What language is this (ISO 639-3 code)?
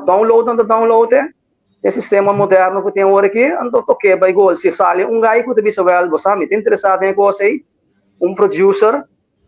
pap